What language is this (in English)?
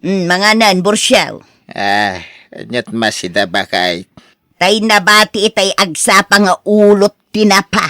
Iloko